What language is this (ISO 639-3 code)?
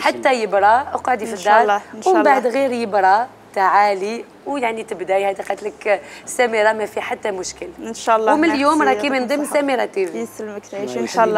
arq